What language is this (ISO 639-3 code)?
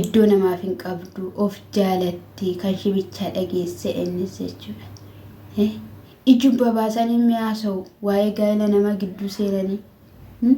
orm